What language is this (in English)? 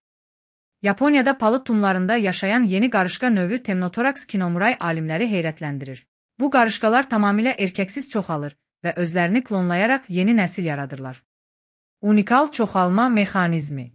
Azerbaijani